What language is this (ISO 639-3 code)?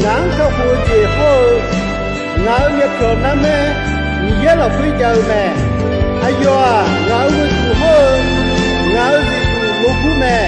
ahk